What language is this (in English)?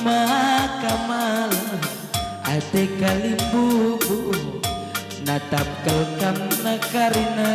Batak Karo